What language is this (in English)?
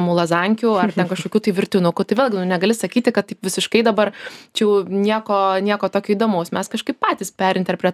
Lithuanian